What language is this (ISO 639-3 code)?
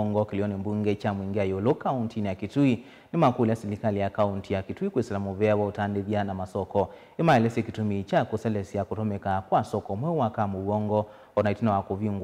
kam